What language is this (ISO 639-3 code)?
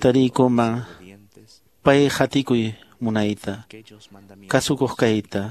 que